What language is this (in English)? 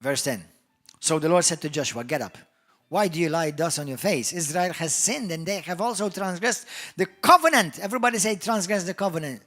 English